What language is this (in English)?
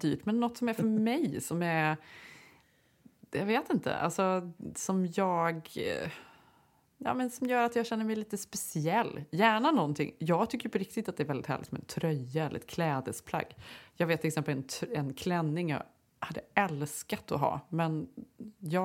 Swedish